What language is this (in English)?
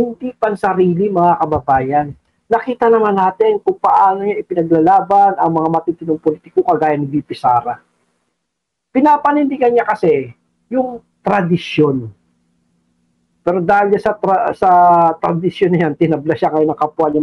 Filipino